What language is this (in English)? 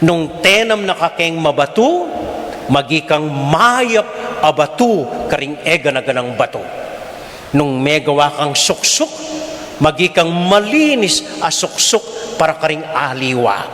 Pampanga